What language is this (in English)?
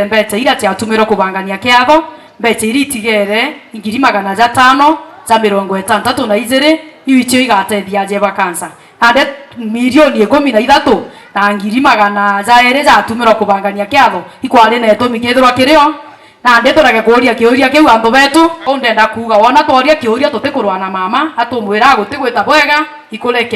Meru